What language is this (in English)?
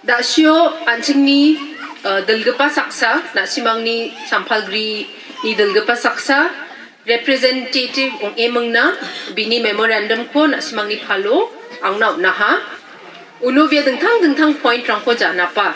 Garo